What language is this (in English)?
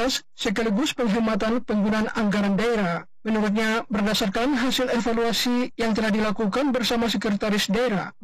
Indonesian